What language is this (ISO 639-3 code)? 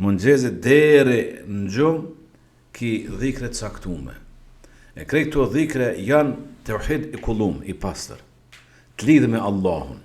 sqi